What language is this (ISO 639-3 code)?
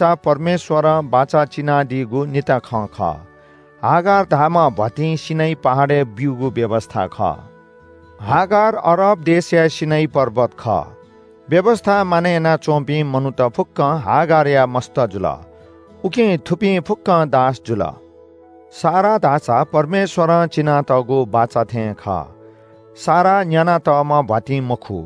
new